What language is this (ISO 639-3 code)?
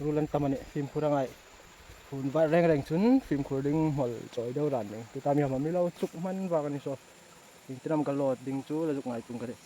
hmr